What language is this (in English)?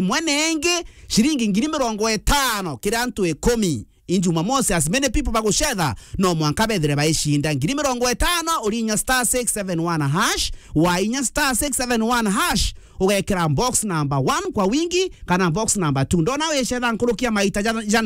Meru